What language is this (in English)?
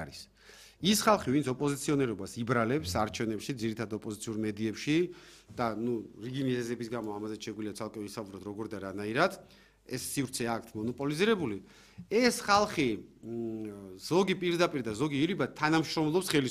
Georgian